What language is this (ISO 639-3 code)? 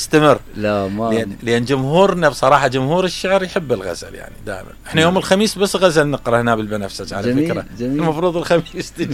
acm